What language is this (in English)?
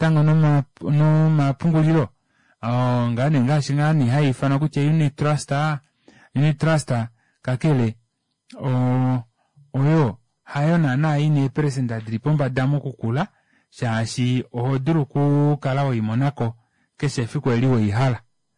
Kuanyama